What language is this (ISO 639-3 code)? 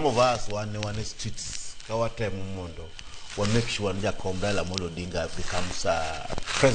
luo